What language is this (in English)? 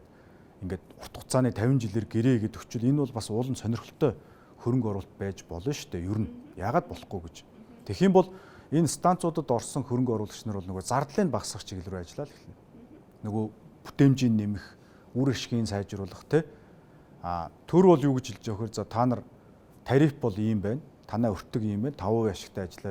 Mongolian